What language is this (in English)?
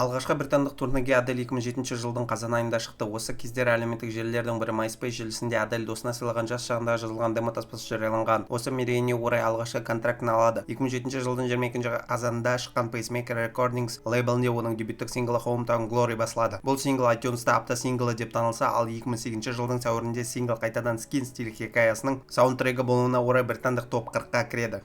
Kazakh